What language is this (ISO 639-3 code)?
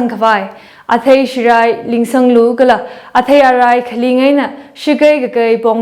nmf